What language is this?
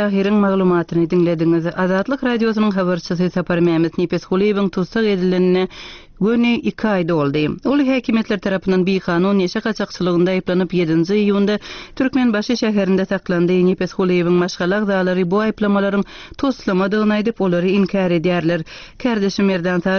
Turkmen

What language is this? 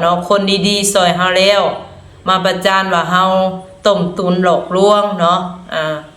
Lao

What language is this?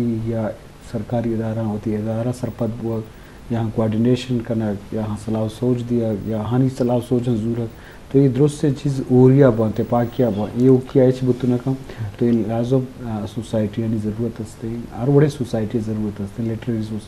Eastern Balochi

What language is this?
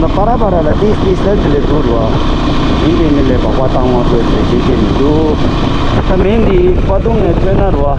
Tibetan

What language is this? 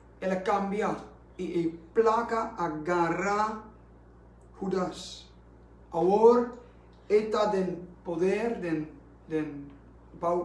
Papiamento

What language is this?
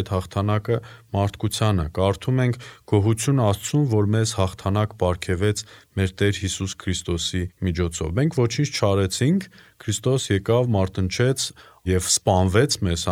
Armenian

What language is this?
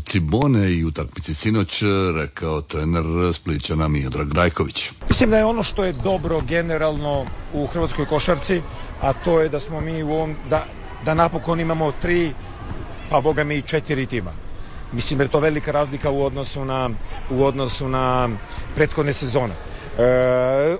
Croatian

